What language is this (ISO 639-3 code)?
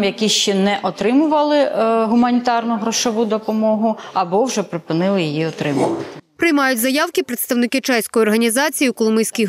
ukr